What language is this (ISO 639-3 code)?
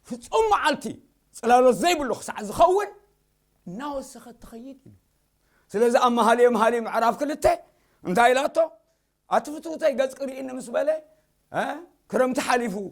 tir